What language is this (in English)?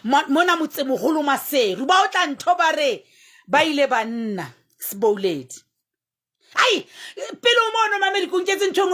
Southern Sotho